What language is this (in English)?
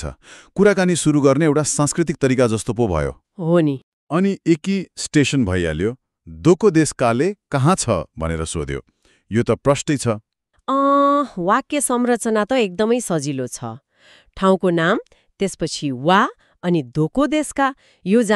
Nepali